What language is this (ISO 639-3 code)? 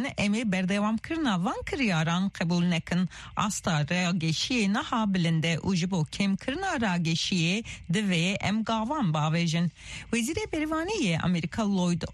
kur